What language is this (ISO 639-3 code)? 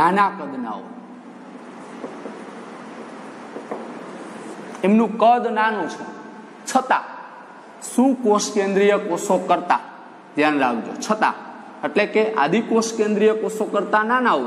guj